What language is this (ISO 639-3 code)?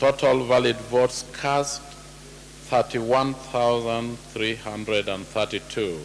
kam